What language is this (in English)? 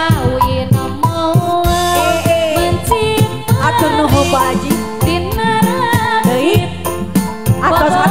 Sundanese